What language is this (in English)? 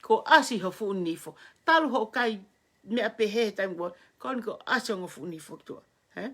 Tongan